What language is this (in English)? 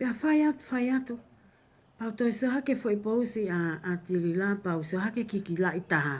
Tongan